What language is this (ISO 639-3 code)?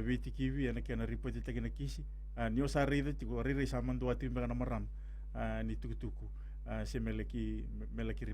fij